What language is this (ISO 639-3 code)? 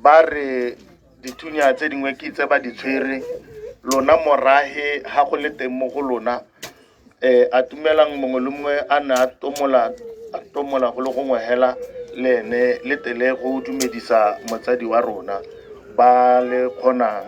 tsn